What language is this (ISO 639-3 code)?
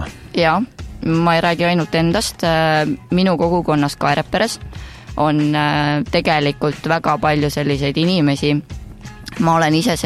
est